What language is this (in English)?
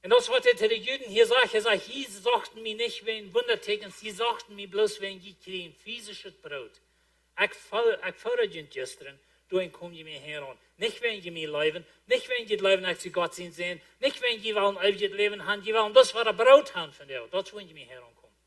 Plautdietsch